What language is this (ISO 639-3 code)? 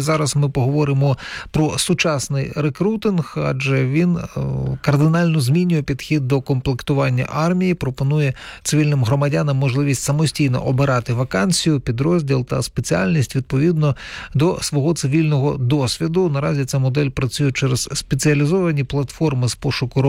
ukr